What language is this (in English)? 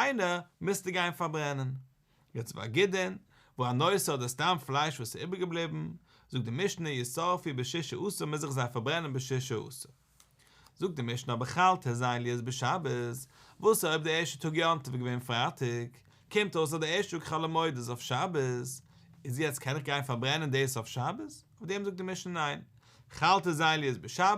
Yiddish